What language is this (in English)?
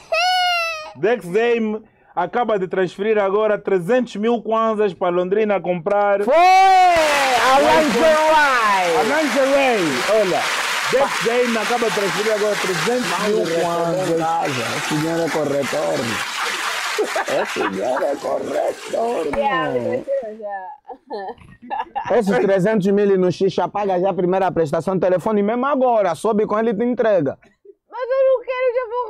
Portuguese